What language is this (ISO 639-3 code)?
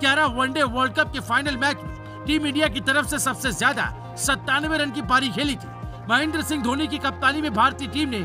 hin